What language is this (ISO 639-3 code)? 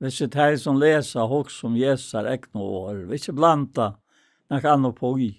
fao